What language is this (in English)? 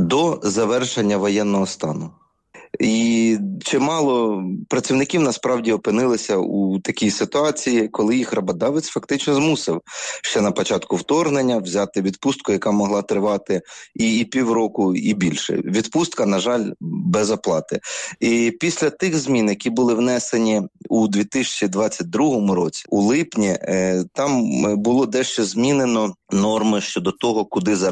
Ukrainian